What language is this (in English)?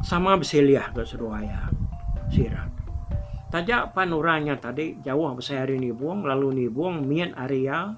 Iban